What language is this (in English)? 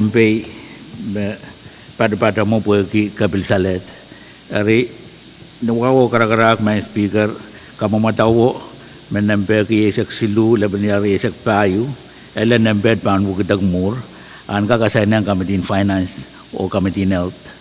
Pohnpeian